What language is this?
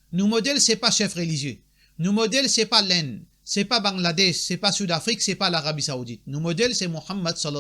Morisyen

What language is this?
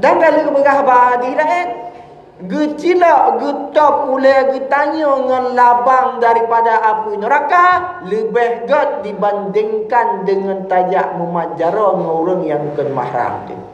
Achinese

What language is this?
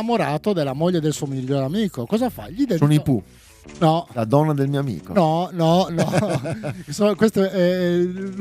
Italian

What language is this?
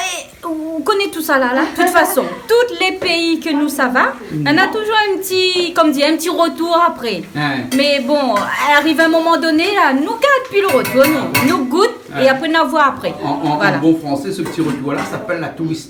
Réunion Creole French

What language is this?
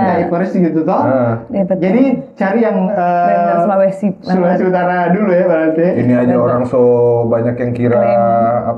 Manado Malay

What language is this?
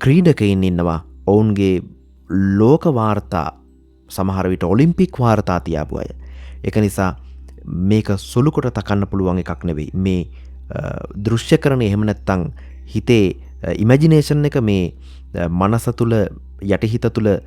Sinhala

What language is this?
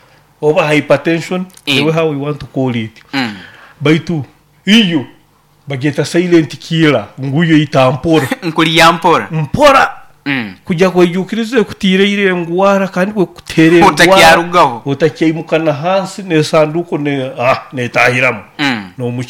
Nyoro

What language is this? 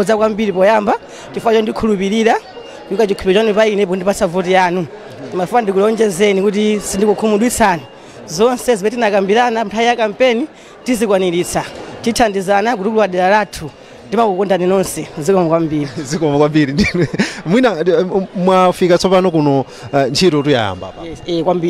Nyanja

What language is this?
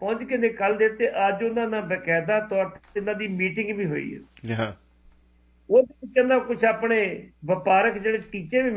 Punjabi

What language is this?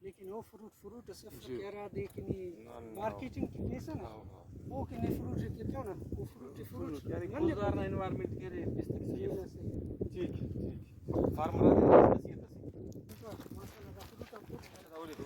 Brahui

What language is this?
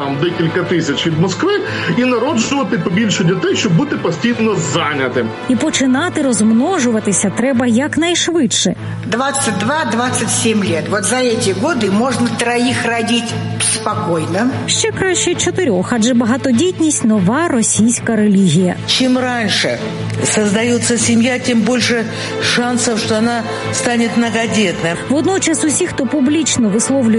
Ukrainian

